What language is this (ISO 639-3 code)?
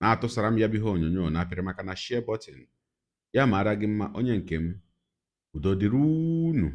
ibo